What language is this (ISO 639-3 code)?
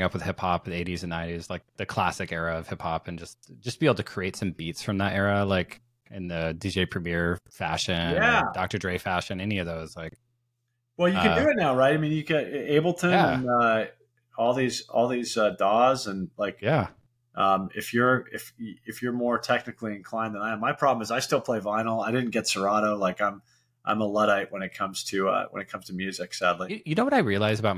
eng